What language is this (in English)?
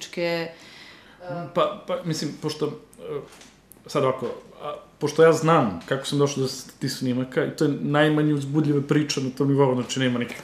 Serbian